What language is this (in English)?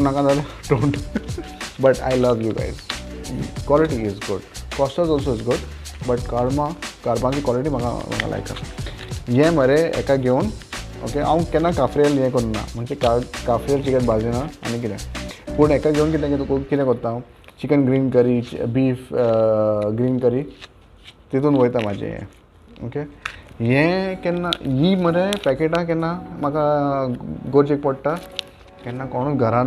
Konkani